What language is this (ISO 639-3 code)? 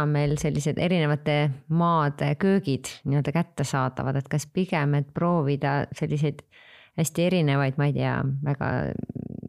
est